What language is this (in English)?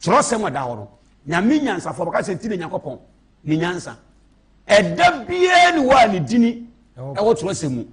Akan